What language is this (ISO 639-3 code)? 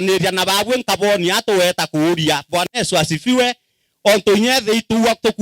mer